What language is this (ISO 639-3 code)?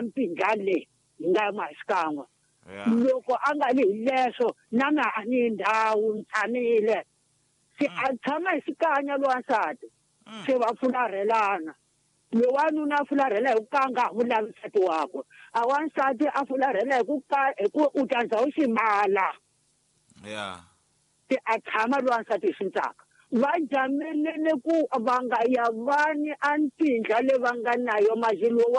tso